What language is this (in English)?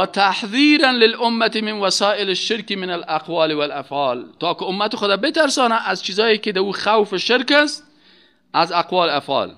Persian